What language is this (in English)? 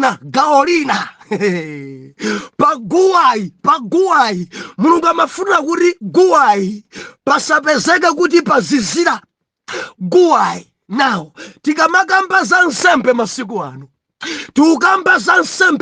Nyanja